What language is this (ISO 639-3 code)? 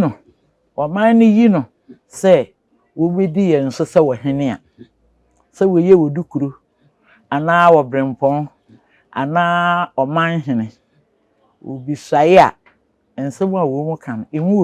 aka